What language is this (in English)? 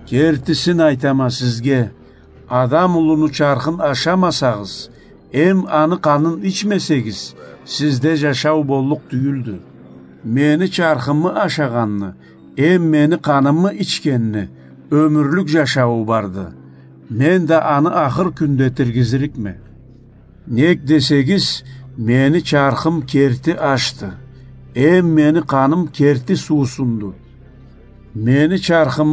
Karachay-Balkar